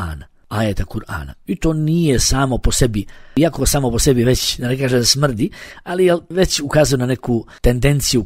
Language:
Bosnian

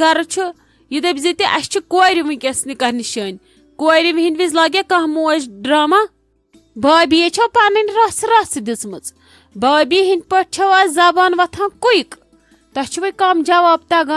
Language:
Kashmiri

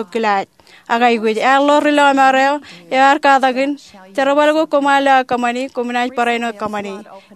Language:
Marshallese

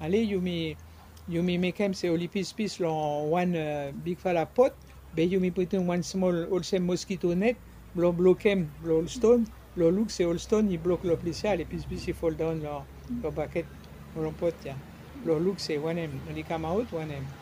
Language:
Bislama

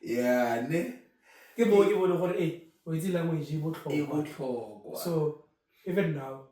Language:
Tswana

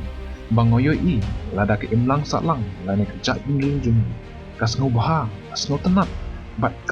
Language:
Khasi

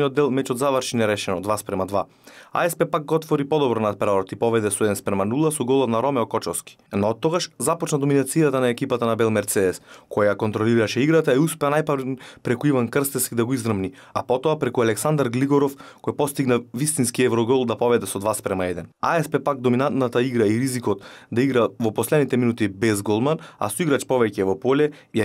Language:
Macedonian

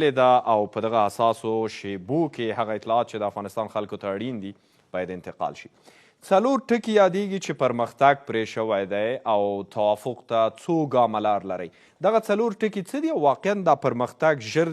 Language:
Pashto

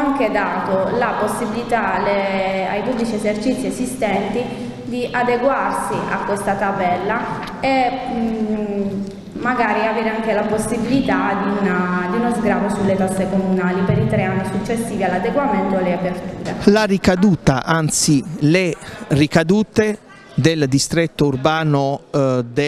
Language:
Italian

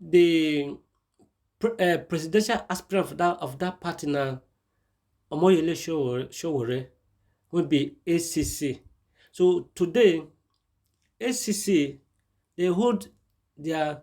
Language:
Nigerian Pidgin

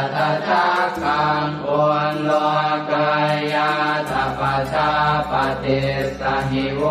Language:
Pali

